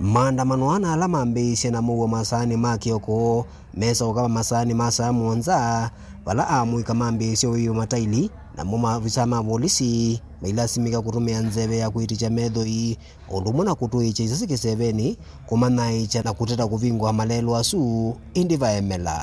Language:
Kamba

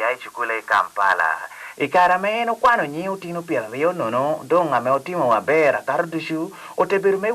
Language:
Lango (Uganda)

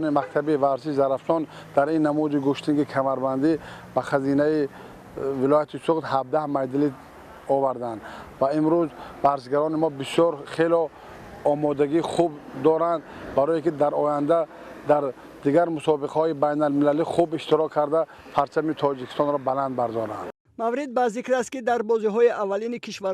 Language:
Tajik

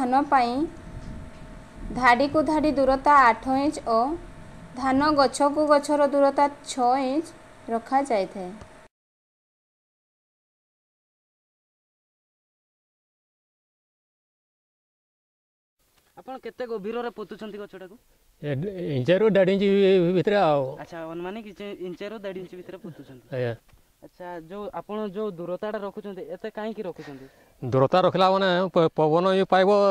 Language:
Odia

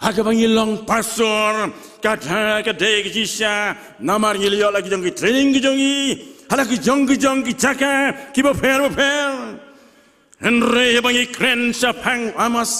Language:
Khasi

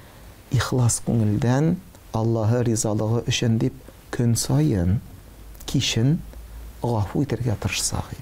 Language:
Tatar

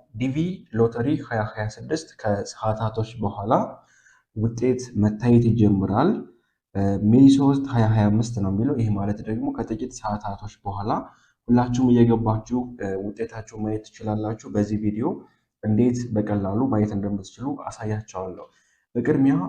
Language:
Amharic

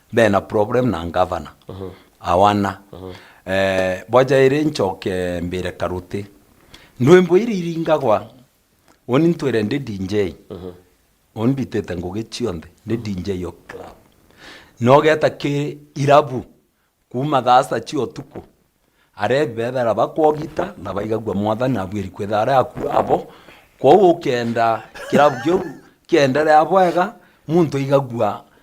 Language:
Meru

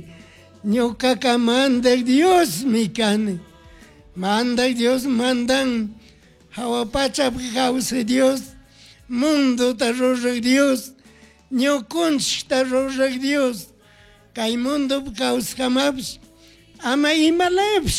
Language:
Chimborazo Highland Quichua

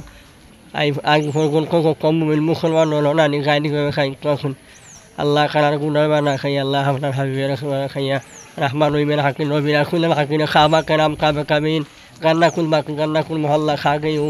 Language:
Sylheti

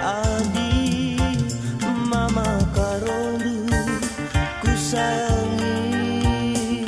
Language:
Batak Karo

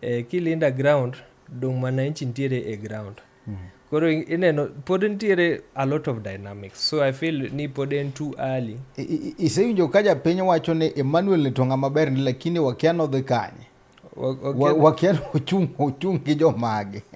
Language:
Luo (Kenya and Tanzania)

